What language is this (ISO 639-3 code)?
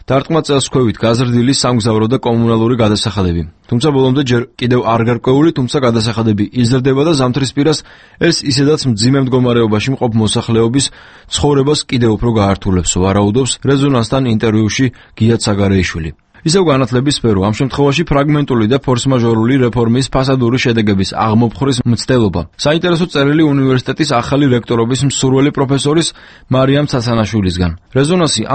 kat